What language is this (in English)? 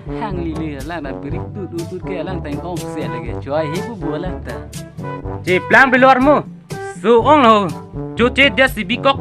Karbi